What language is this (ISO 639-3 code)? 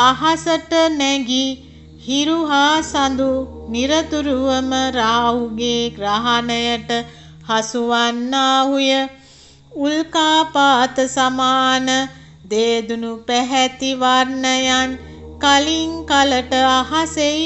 sin